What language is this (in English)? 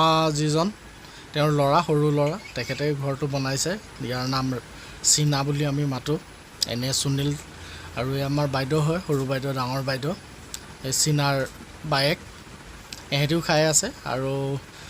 Assamese